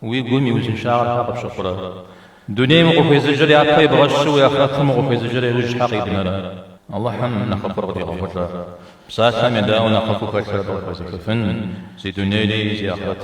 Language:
Kabardian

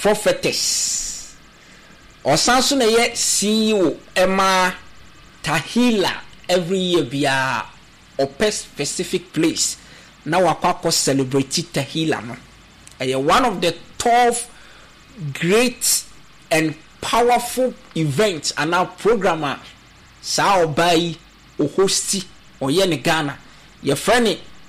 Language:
Akan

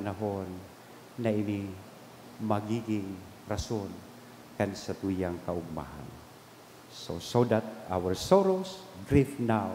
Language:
Bikol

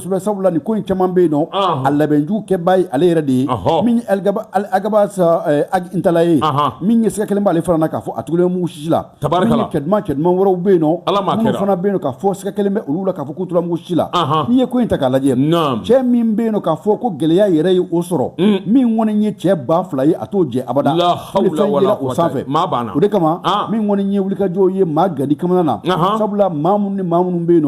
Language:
Bambara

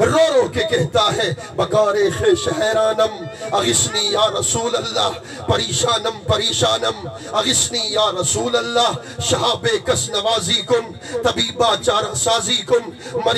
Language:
Saraiki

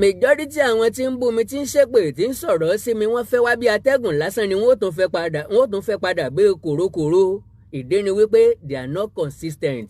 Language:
Yoruba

